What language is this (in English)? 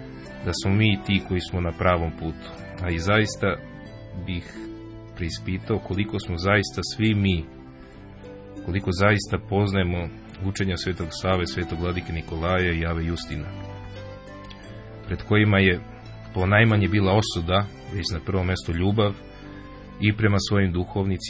Serbian